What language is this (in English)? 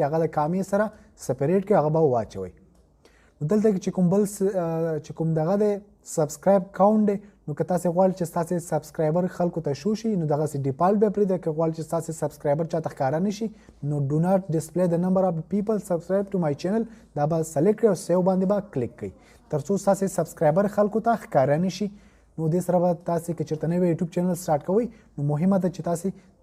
Pashto